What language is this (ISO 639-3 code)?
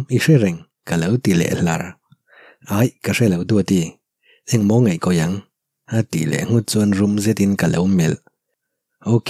lus